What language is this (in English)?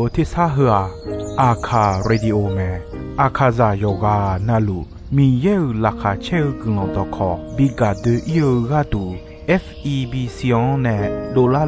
Akha